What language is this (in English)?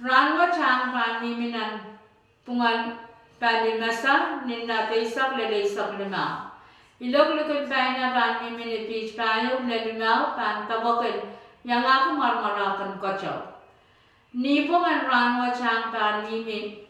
Pohnpeian